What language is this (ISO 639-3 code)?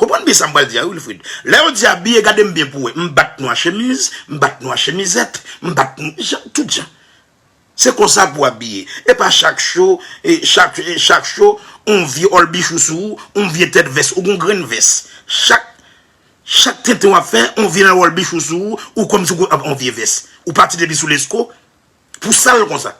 hat